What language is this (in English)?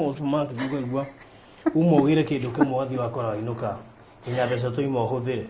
Kikuyu